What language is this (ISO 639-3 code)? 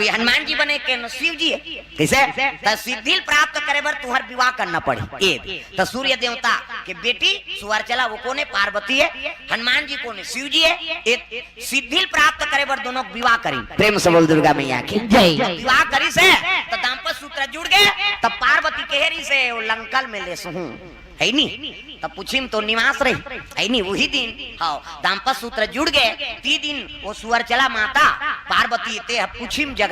hne